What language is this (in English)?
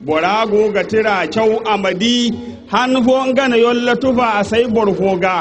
Zarma